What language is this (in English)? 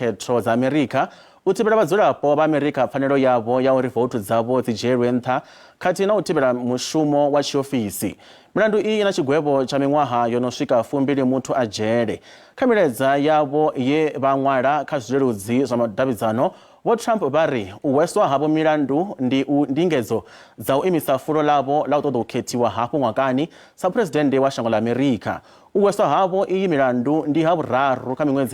Venda